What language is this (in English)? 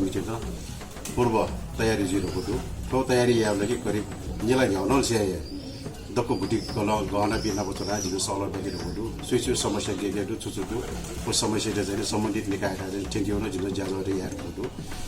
Newari